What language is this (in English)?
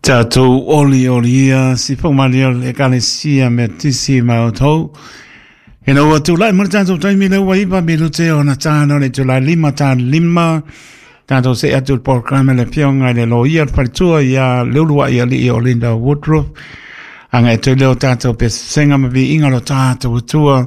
Samoan